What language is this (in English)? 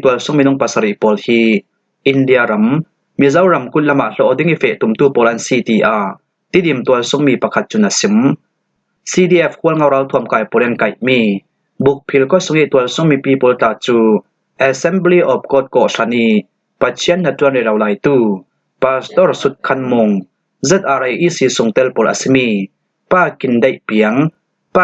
Falam Chin